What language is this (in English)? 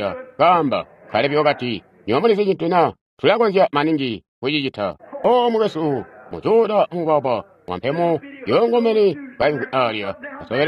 Tonga (Zambia)